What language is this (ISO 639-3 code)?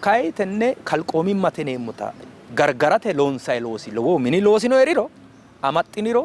sid